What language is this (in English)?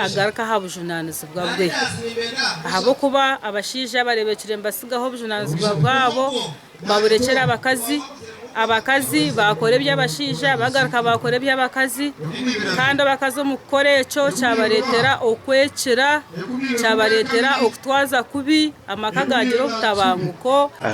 Nyankole